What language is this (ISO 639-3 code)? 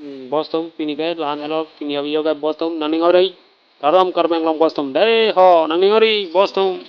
mjw